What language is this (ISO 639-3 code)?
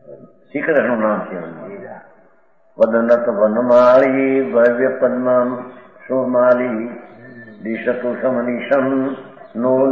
guj